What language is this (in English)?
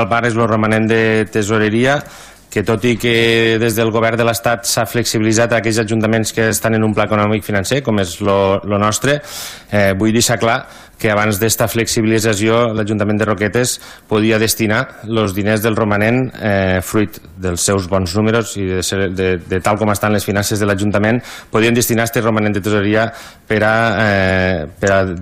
Catalan